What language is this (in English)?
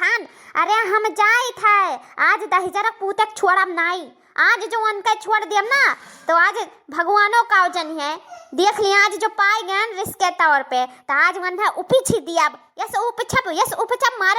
Awadhi